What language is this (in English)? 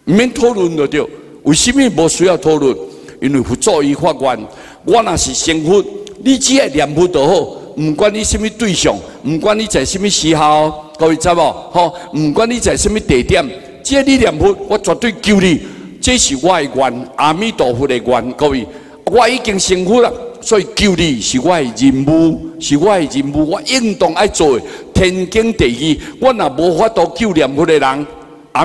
Min Nan Chinese